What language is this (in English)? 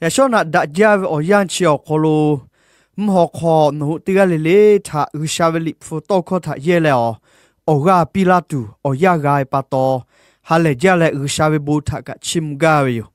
Lahu